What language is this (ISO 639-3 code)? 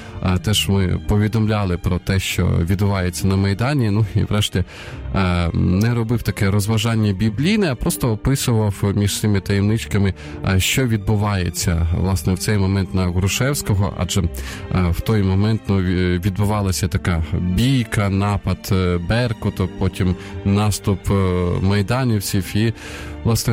ukr